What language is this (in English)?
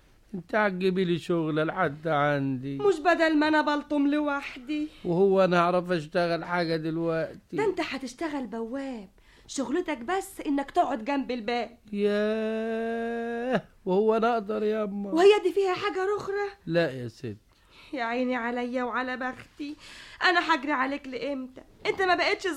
Egyptian Arabic